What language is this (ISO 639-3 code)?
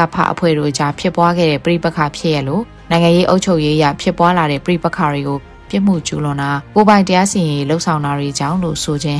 mya